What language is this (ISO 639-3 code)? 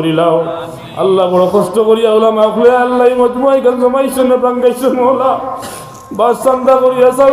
syl